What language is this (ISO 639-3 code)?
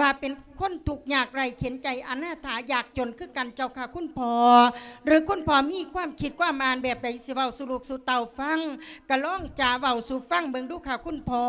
lao